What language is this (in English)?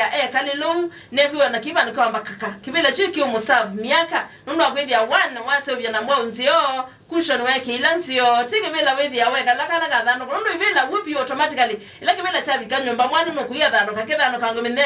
Kamba